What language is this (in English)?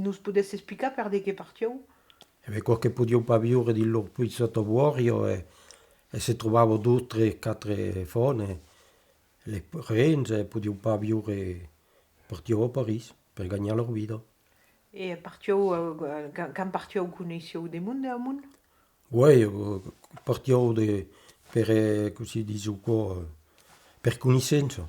Occitan